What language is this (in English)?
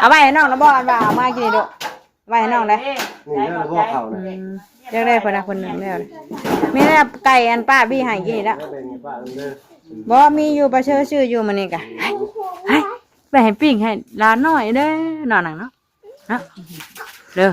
Northeastern Thai